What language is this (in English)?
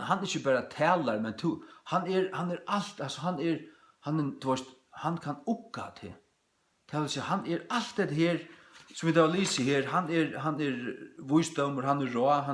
Faroese